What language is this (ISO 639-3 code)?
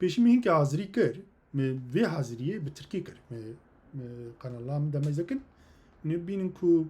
kur